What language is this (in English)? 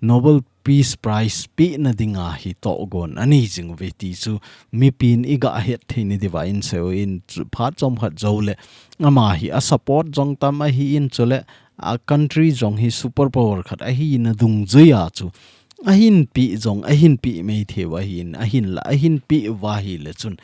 Thado Chin